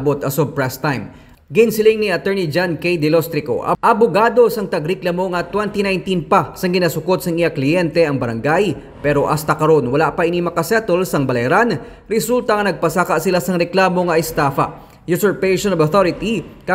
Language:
Hiligaynon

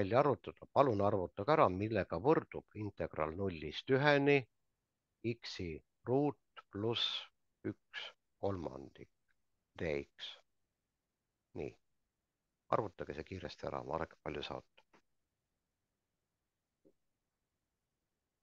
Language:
Estonian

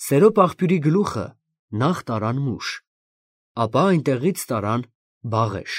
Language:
Armenian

